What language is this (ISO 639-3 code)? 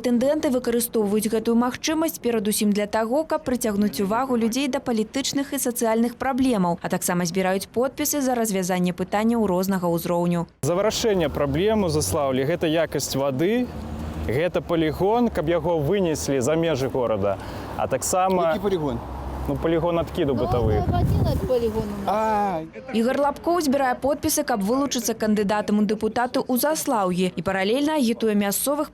bel